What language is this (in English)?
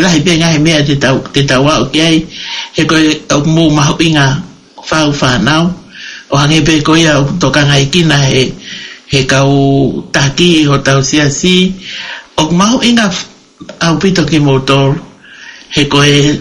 Tongan